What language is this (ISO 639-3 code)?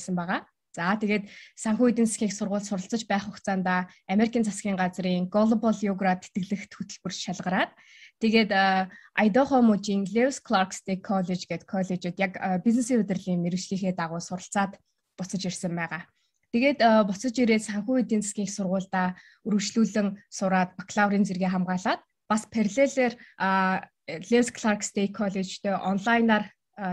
mon